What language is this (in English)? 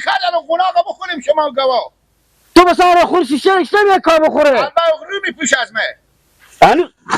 Persian